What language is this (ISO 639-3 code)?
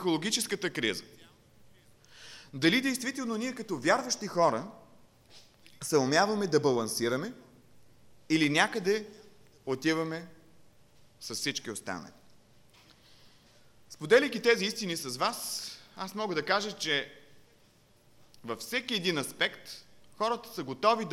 bul